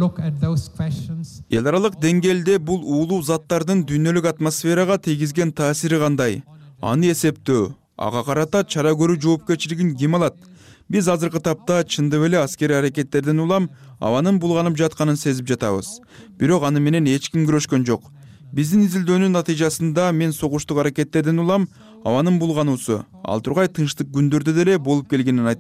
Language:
Kyrgyz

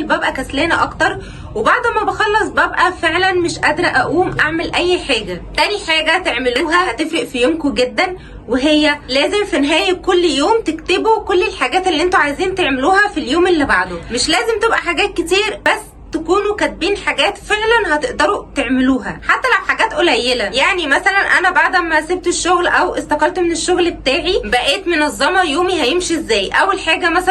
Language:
Egyptian Arabic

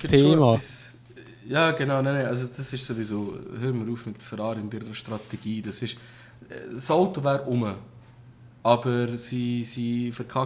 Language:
Swiss German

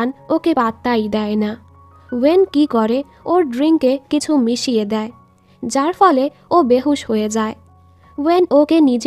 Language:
Bangla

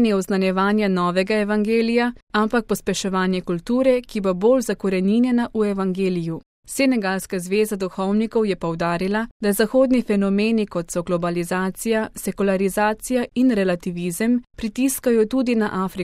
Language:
Slovenian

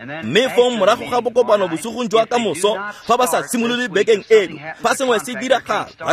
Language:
Tswana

